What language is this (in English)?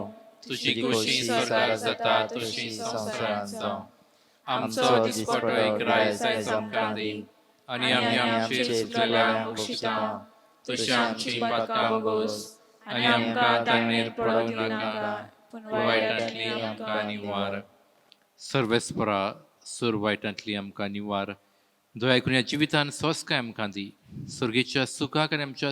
Konkani